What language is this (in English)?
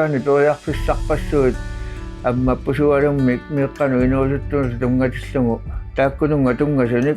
Kalaallisut